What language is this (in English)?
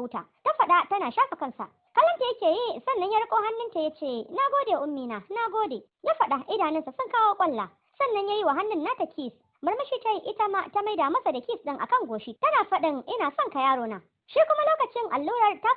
Hausa